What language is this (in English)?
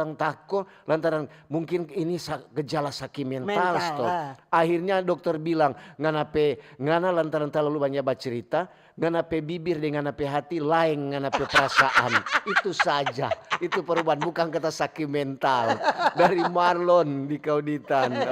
Manado Malay